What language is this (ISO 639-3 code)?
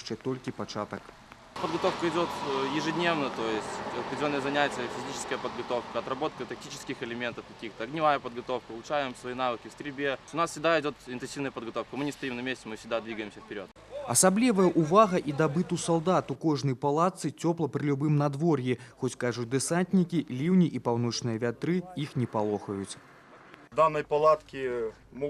bel